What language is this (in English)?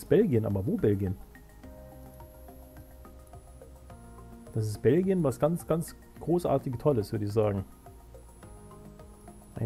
German